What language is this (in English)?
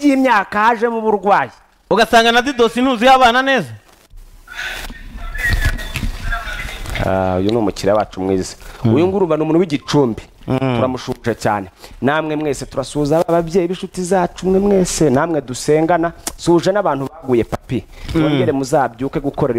Kinyarwanda